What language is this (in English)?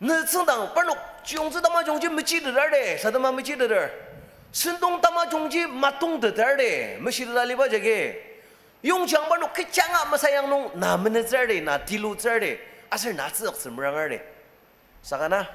Ao Naga